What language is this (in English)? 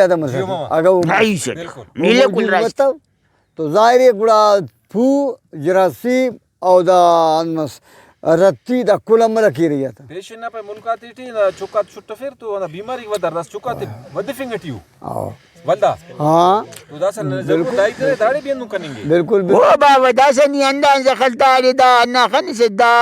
Brahui